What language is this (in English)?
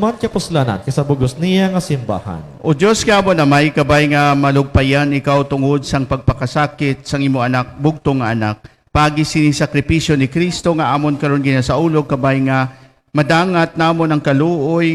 Hiligaynon